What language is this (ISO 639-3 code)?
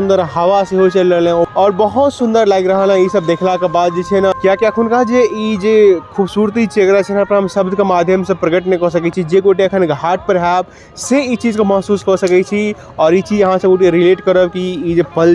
mai